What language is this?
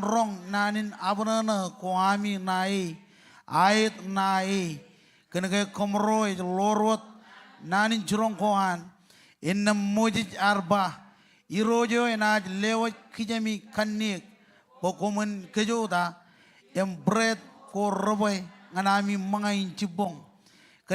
Marshallese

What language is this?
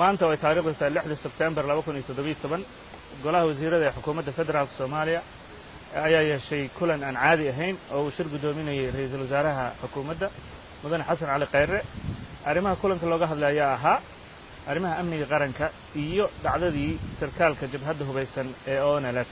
Somali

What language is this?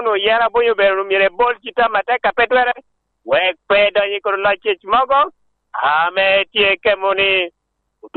Lango (Uganda)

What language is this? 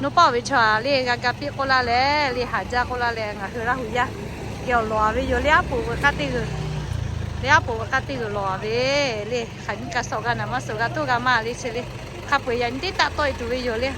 Lahu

